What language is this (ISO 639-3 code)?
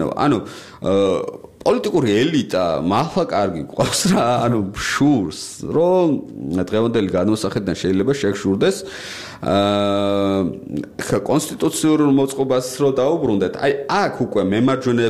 kat